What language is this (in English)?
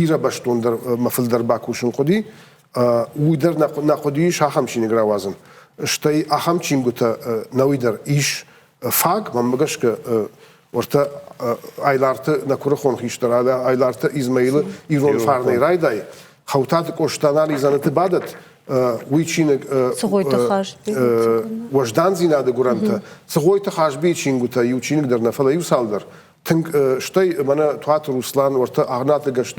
Ossetic